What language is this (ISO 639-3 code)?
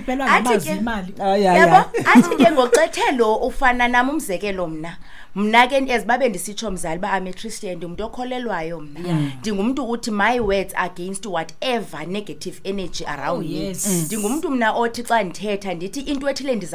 xho